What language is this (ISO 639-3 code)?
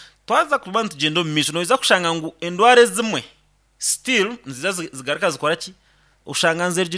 nyn